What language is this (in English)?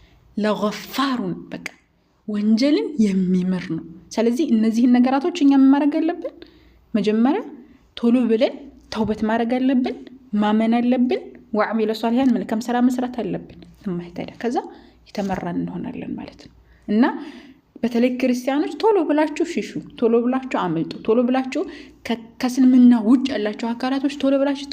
Amharic